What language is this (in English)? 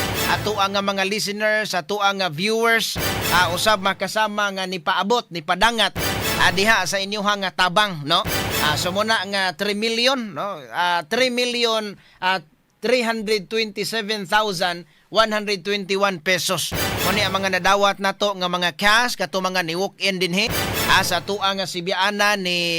Cebuano